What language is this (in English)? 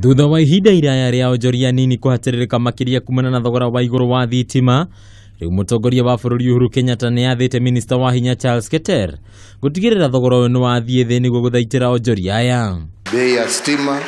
Kikuyu